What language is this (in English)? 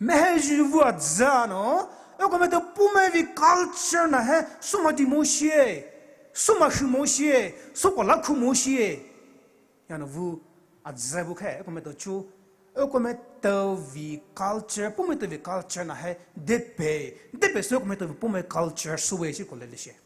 Poumei Naga